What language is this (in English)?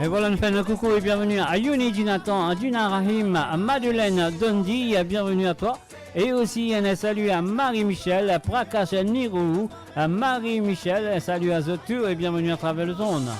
Morisyen